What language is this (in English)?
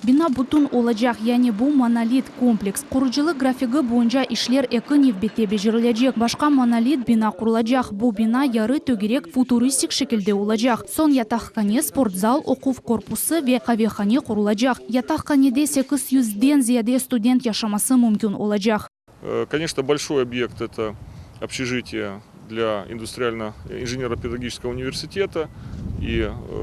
Crimean Tatar